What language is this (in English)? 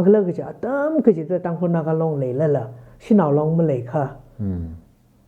Tangkhul Naga (India)